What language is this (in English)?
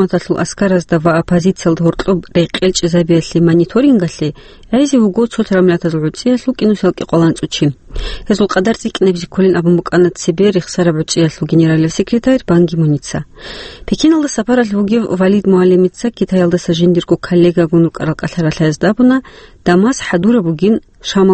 Avaric